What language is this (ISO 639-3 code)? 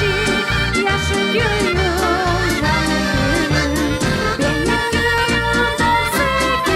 gag